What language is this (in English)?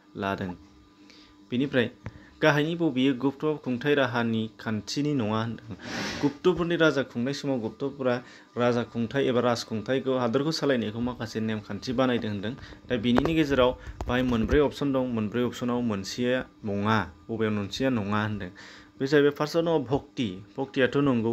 Bodo